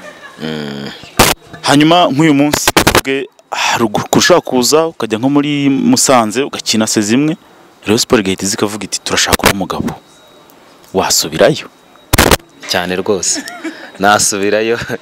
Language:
Kinyarwanda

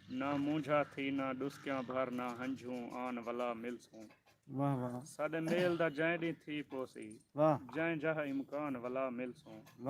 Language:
Saraiki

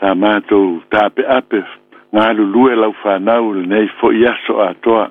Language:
Samoan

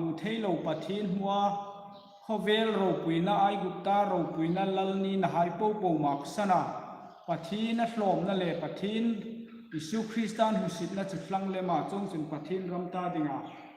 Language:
Hmar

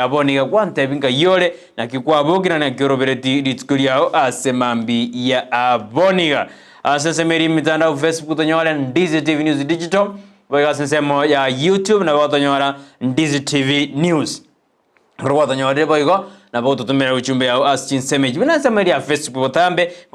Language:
Gusii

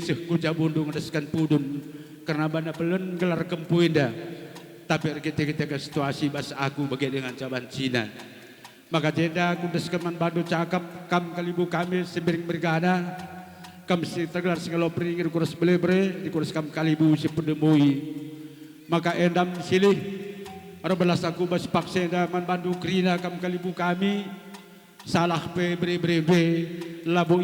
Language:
Batak Karo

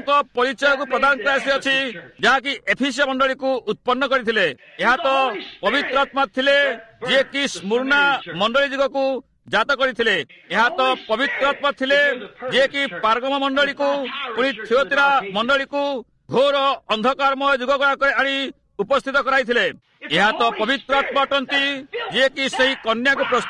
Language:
Odia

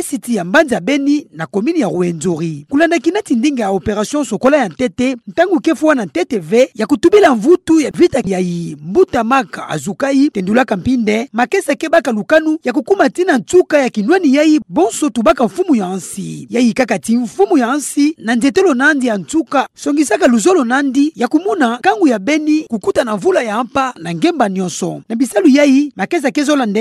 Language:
Kituba (Democratic Republic of Congo)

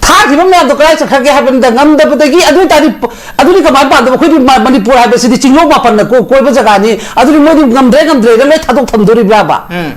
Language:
Manipuri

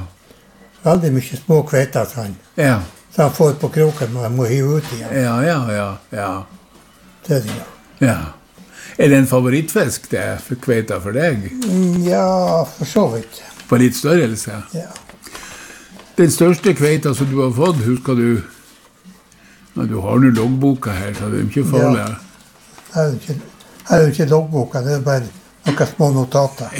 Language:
Norwegian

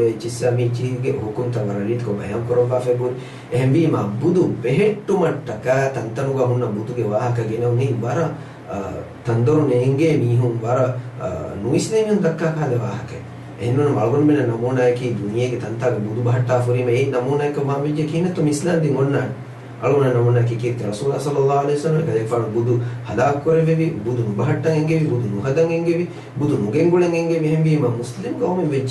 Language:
Divehi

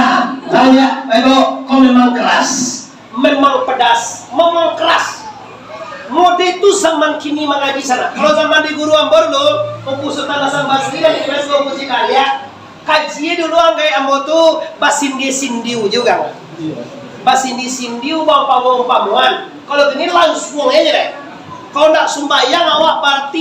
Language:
Minangkabau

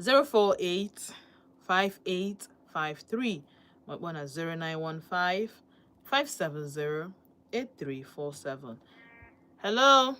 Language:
Igbo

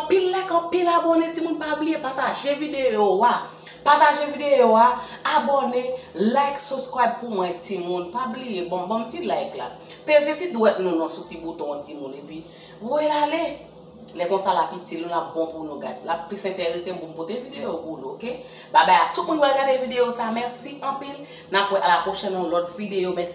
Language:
Haitian Creole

